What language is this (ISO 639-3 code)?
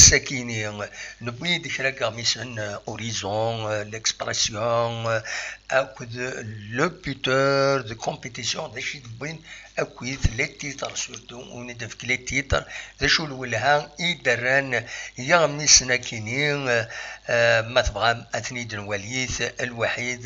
kab